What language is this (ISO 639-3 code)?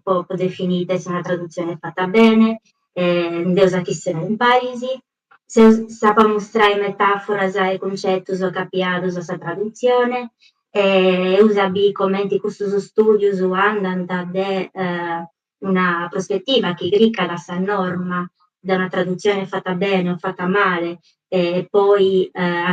srd